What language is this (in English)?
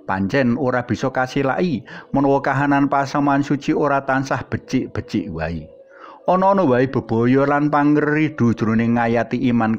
Javanese